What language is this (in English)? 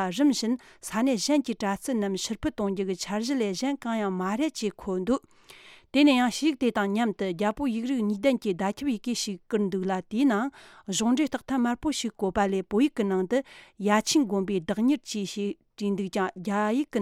Tibetan